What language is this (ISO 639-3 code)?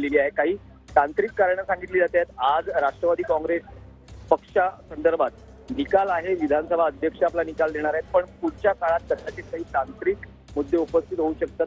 mar